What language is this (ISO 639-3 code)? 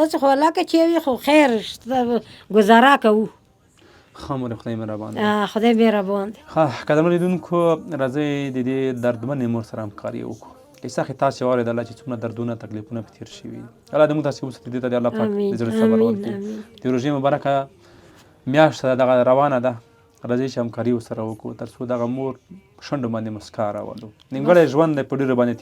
pus